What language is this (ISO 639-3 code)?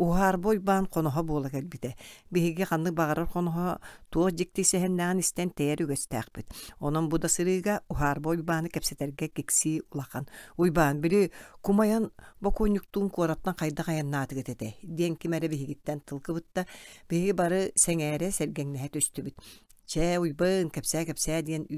sah